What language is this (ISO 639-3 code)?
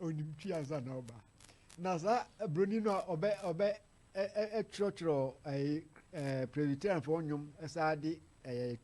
aka